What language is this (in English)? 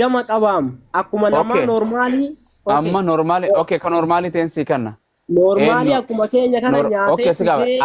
Oromo